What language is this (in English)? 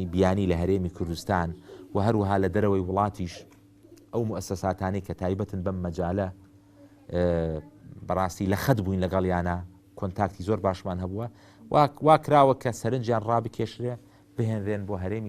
Central Kurdish